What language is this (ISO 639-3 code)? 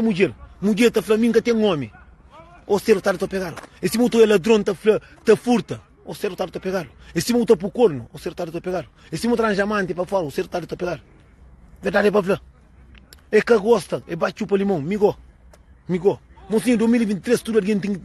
kea